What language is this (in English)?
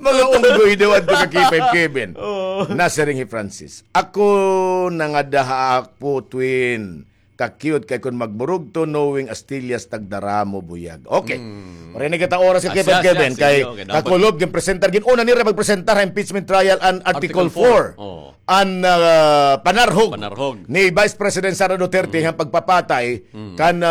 Waray